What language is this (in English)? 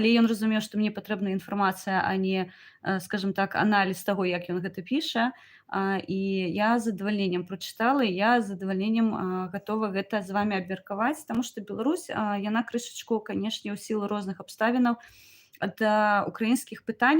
Belarusian